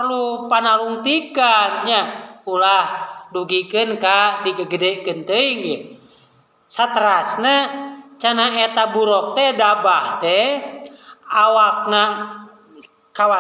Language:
Sundanese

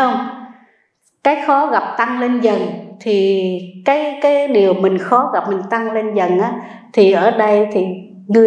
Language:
Vietnamese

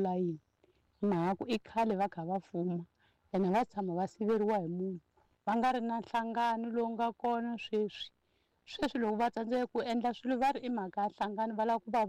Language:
Tsonga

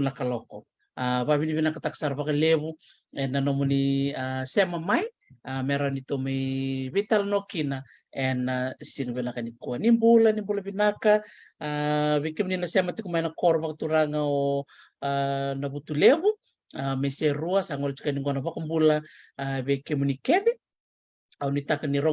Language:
Fijian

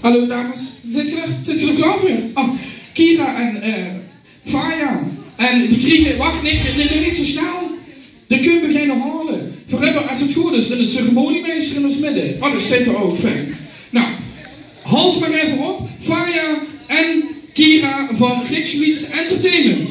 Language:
Limburgish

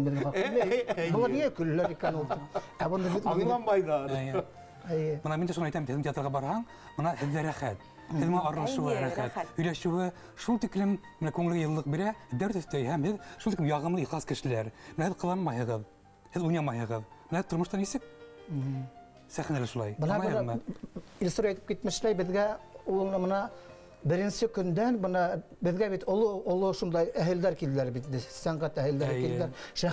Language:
Bashkir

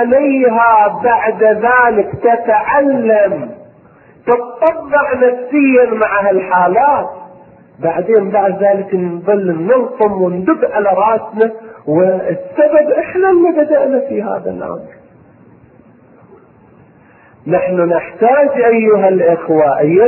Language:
Arabic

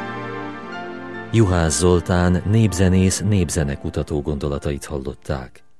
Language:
Hungarian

